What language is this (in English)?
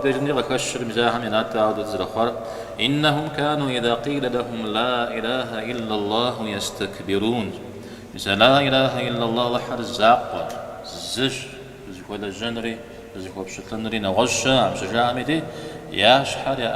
Kabardian